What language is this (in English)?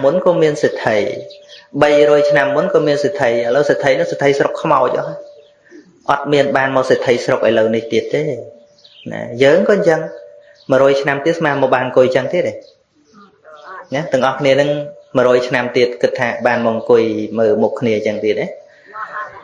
Khmer